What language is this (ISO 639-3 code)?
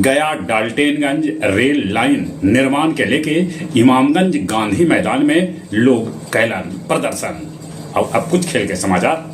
mag